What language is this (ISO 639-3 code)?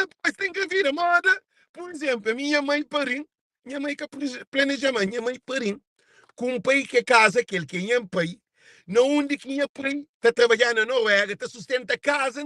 kea